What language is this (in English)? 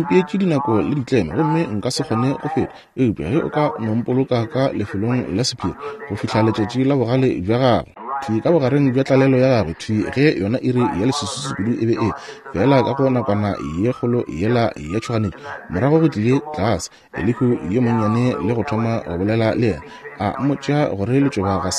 Northern Sotho